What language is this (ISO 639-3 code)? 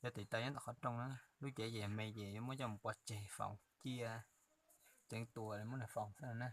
hmn